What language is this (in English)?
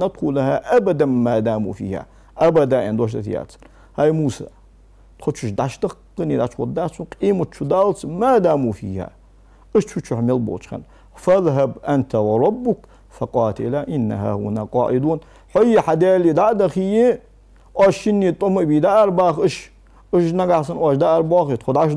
Ingush